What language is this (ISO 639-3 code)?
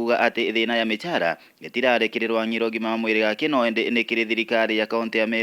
mer